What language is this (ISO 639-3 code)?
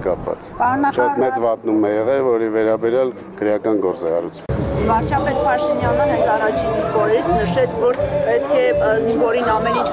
hye